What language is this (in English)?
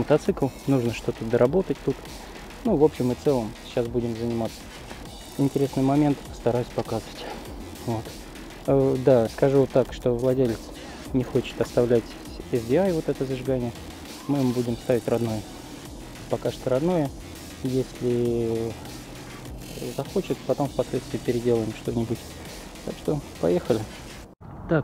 Russian